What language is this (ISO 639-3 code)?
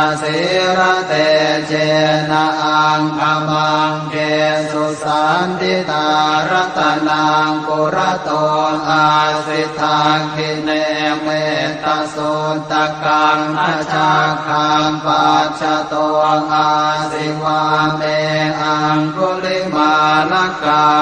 pli